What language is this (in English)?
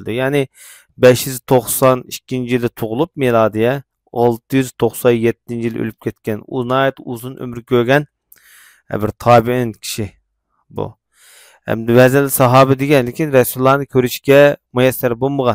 Uyghur